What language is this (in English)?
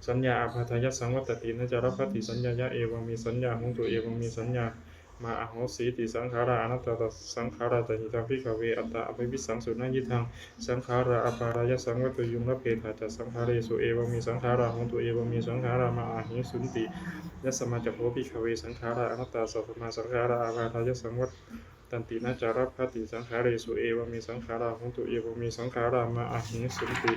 Pali